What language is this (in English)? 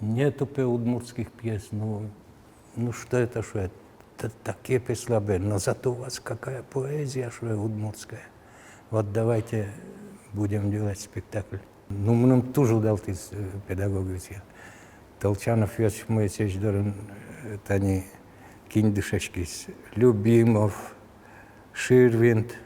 Udmurt